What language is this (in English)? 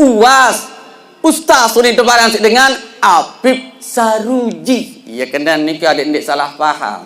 Sasak